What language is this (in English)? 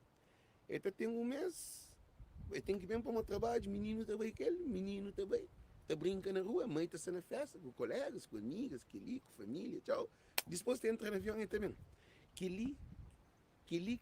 Kabuverdianu